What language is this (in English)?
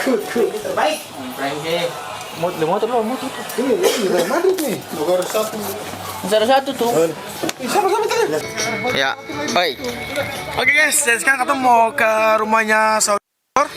Ambonese Malay